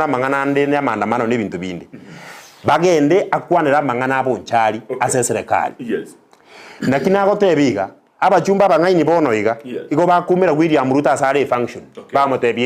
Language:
Gusii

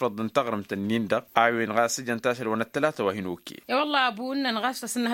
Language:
Tamasheq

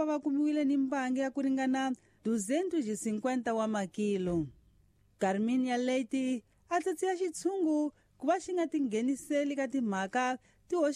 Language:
Tsonga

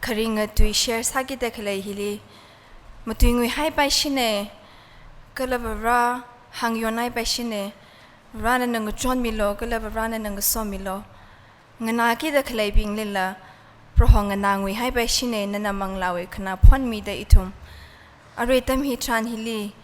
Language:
Tangkhul Naga (India)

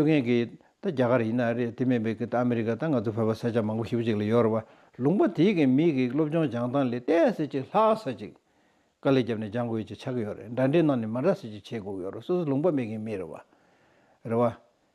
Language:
Tibetan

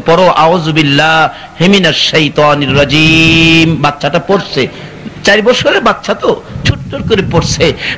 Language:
Bangla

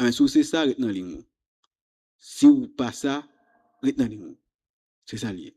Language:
Haitian Creole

